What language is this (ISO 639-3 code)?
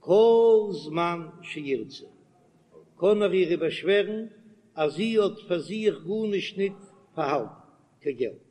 yid